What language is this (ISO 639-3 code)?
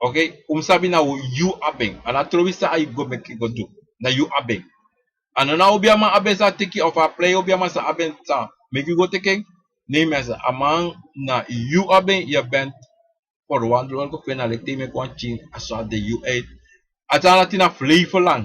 srn